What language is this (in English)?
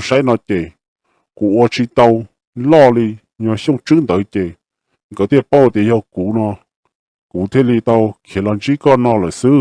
Hmong